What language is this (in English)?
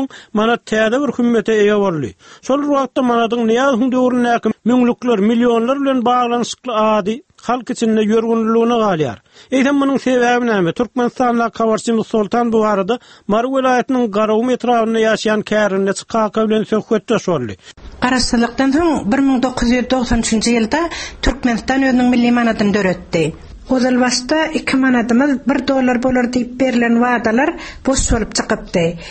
Turkmen